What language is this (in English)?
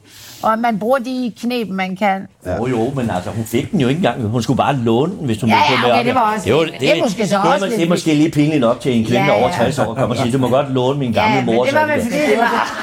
Danish